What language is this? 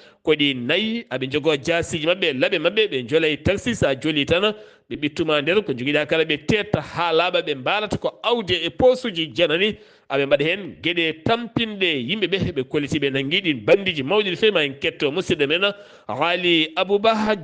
Fula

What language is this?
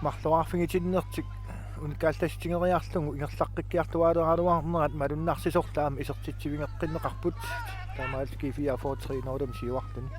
Kalaallisut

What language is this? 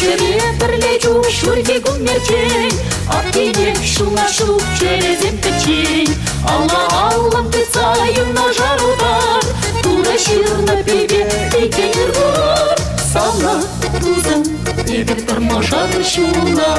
Chuvash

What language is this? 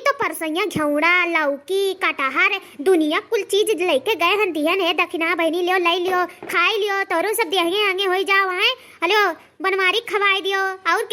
Awadhi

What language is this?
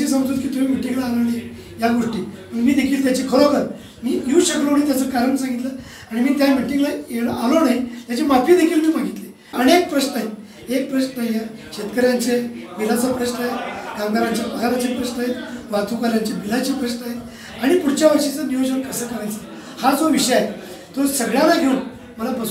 Marathi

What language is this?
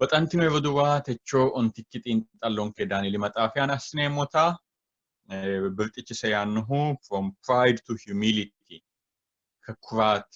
Sidamo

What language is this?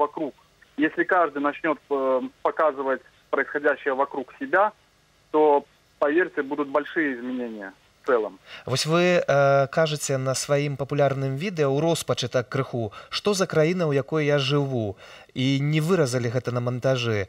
Belarusian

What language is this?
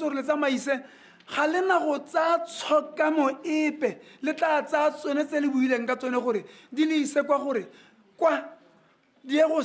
Tswana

